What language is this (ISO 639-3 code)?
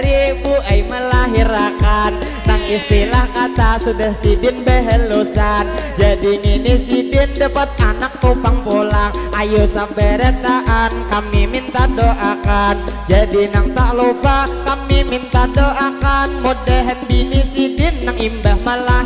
bjn